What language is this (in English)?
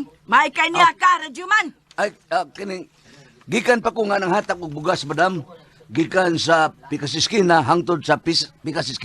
Cebuano